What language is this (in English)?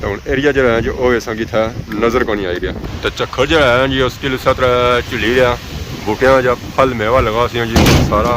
Pahari-Potwari